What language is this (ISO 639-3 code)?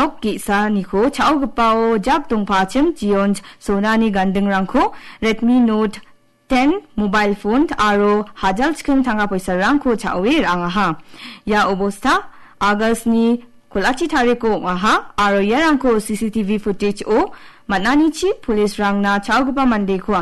grt